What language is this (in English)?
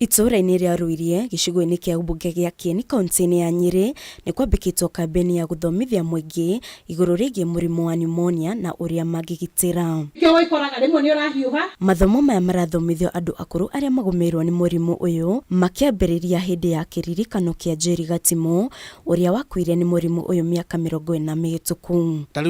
Kikuyu